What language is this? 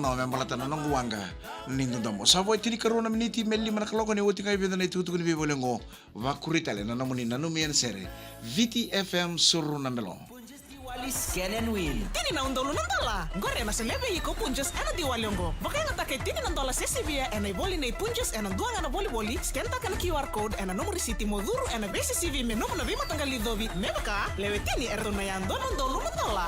Fijian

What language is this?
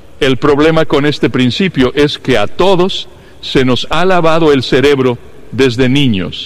Spanish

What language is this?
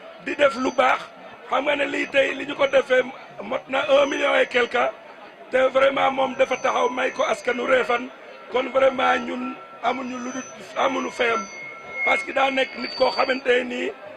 Wolof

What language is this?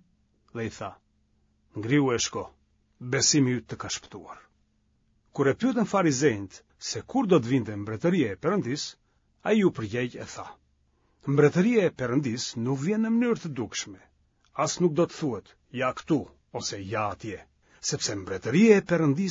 Albanian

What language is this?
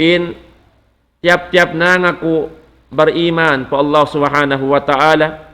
Tausug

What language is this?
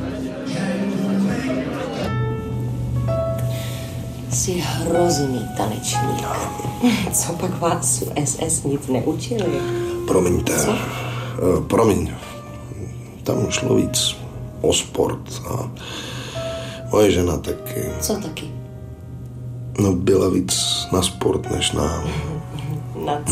Czech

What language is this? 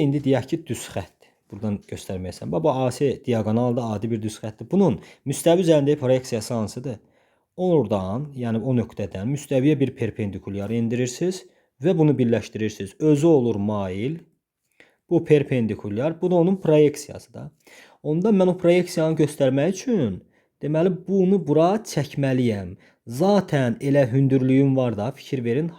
Azerbaijani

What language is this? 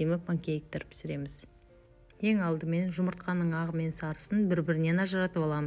Kazakh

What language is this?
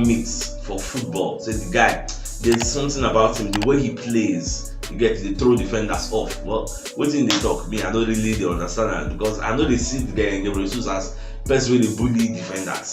Nigerian Pidgin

